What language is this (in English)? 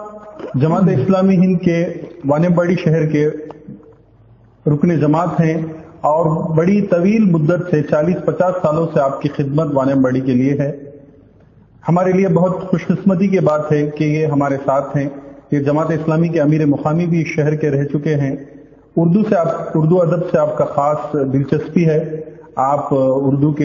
Urdu